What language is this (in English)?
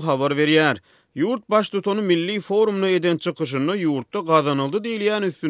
Turkmen